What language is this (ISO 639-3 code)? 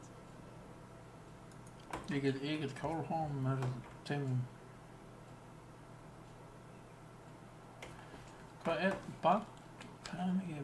isl